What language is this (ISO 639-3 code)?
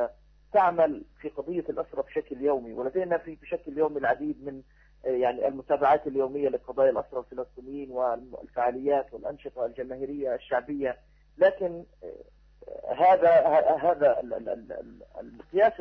ara